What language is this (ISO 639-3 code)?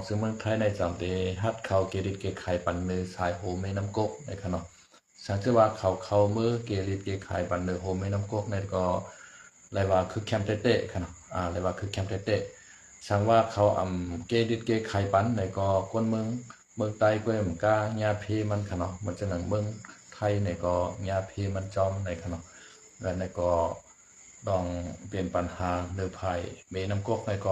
shn